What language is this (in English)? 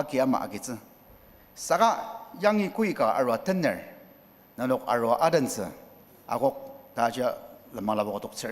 Ao Naga